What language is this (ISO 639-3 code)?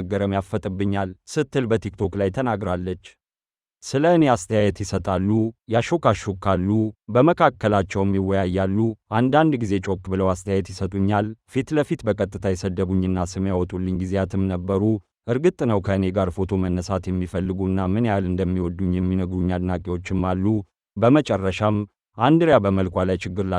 amh